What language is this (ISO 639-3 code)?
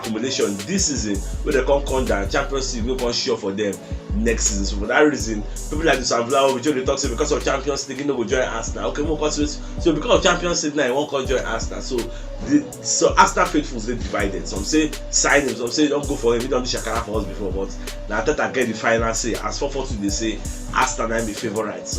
pcm